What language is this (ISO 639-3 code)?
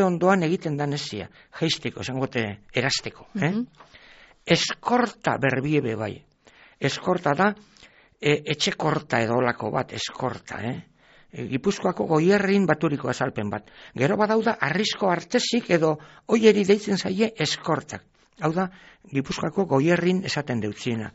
eus